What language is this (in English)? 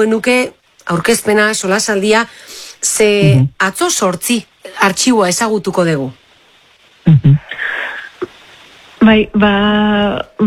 Basque